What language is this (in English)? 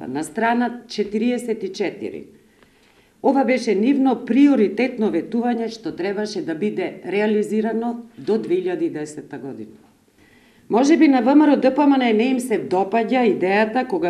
Macedonian